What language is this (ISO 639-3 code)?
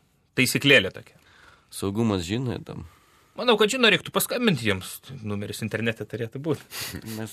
lit